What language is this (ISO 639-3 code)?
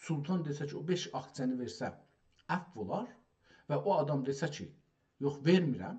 azb